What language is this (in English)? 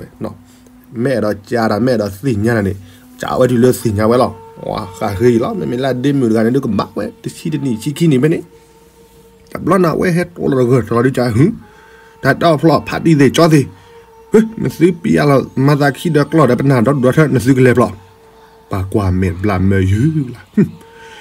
S'gaw Karen